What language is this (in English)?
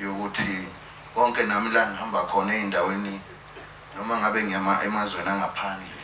Zulu